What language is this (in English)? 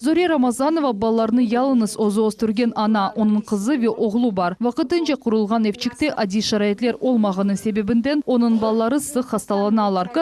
Crimean Tatar